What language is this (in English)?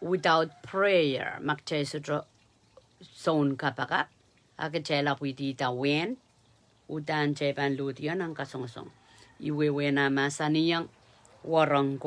Pohnpeian